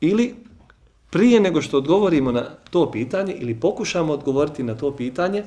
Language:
Bosnian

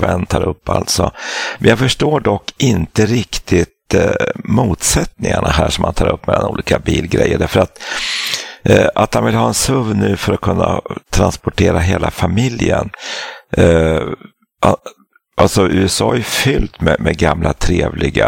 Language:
Swedish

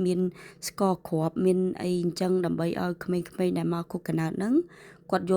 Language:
Khmer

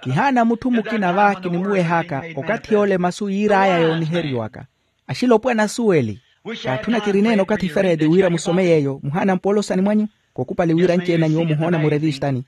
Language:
Makhuwa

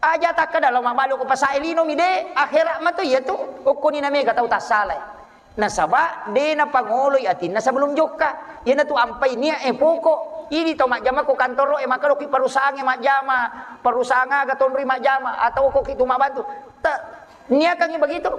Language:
Buginese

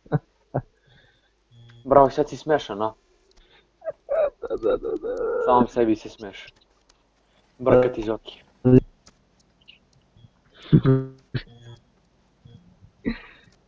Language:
Serbian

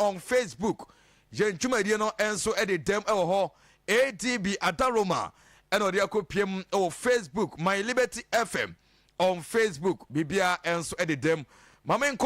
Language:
Akan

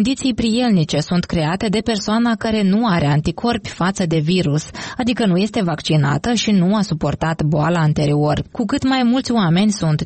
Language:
Romanian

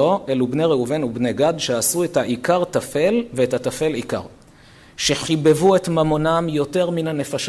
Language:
Hebrew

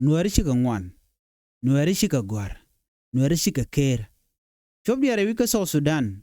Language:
Nuer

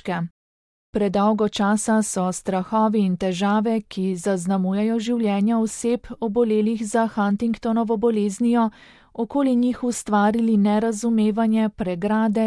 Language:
Slovenian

